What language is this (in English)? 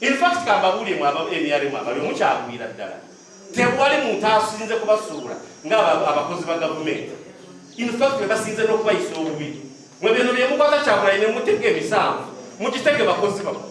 Ganda